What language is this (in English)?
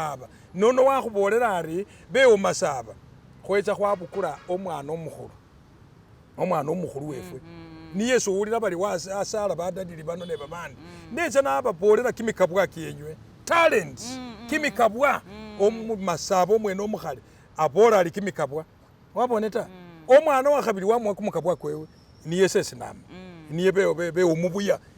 Masaaba